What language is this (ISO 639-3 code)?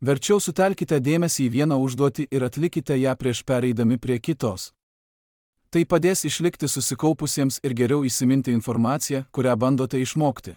lit